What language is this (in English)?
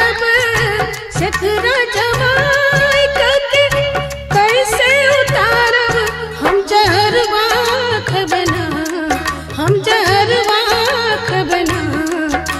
Bhojpuri